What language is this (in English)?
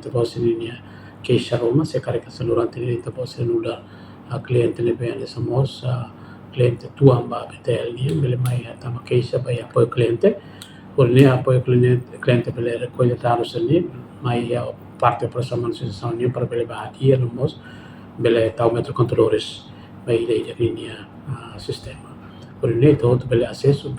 Tetum